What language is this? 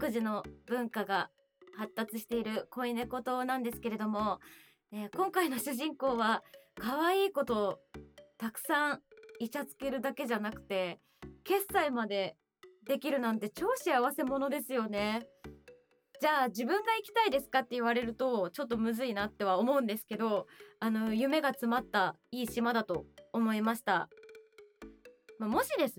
Japanese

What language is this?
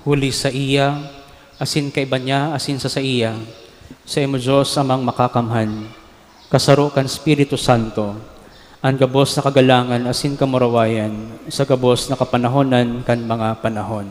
Bikol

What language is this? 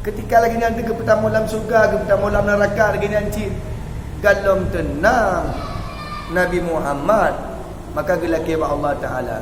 Achinese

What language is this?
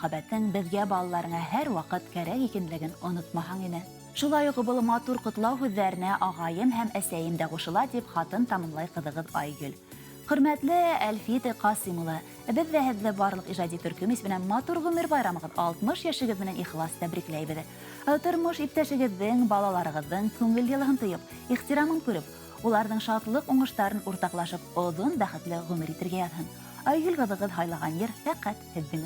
Bashkir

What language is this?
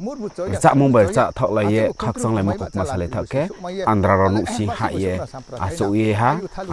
Riang (India)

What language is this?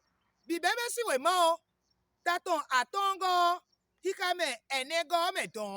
Fon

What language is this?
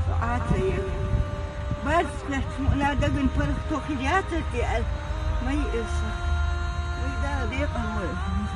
Chechen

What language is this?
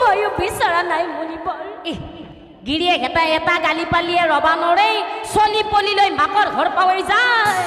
Assamese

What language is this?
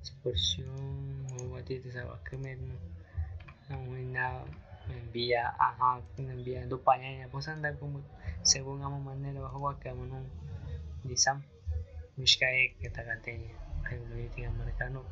Aguaruna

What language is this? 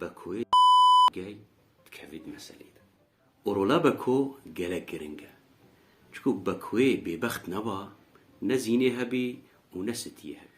Kurdish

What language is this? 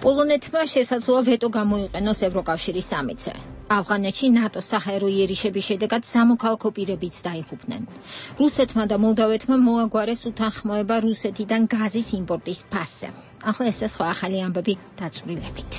Georgian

